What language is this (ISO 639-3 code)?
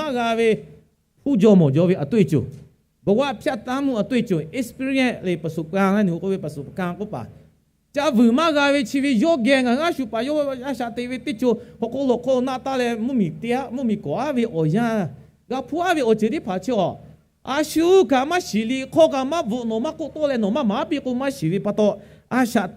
lhu